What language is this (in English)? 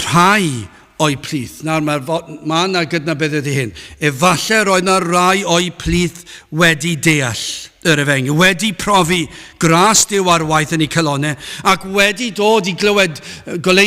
Welsh